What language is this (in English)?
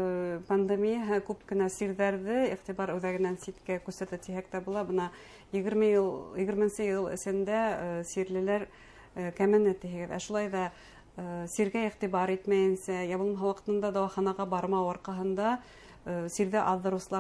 Bashkir